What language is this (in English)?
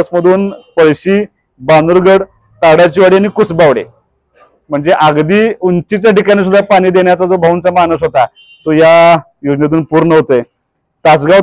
Marathi